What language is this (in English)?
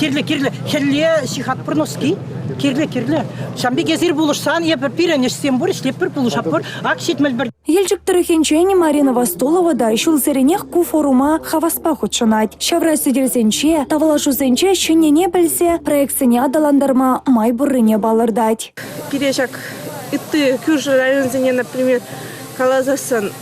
Chuvash